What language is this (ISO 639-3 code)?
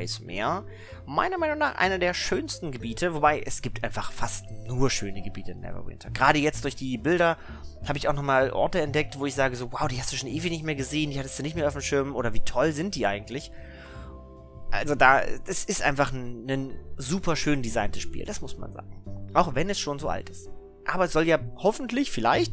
deu